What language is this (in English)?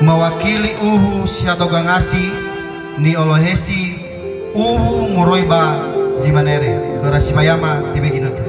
Nias